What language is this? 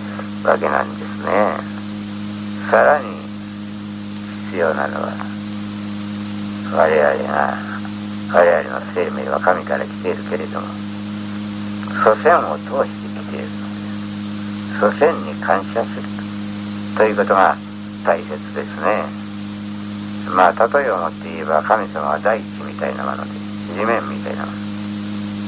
Japanese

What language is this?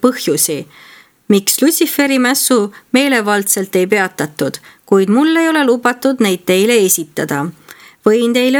Estonian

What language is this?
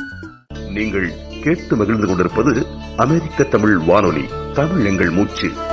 Tamil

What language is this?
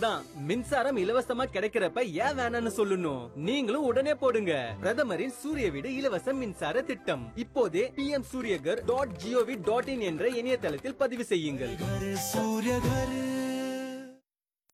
Tamil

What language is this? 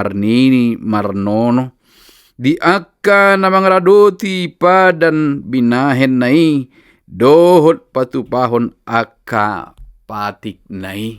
Batak Toba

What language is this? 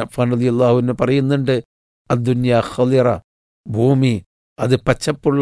Malayalam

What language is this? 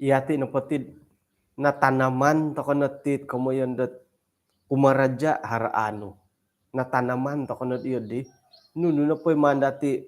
Central Dusun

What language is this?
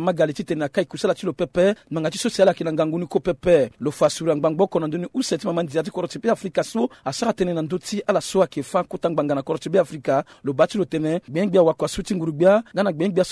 Sango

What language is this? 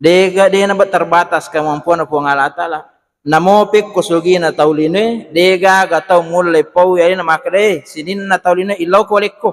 Buginese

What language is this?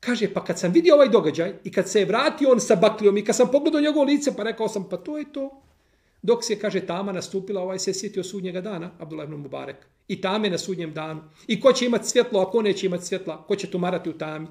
Bosnian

